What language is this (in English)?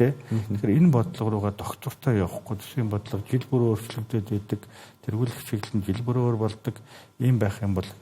Mongolian